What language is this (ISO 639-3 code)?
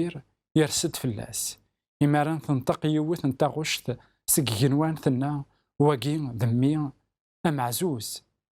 kab